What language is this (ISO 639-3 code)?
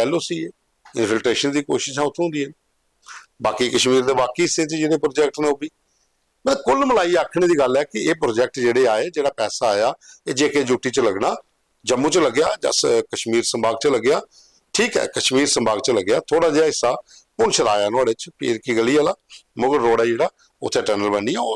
doi